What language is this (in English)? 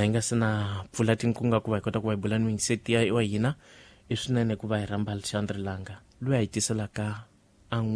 Tsonga